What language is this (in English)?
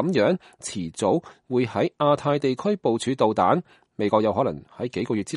Cantonese